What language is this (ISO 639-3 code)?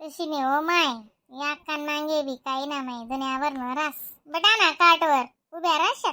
khn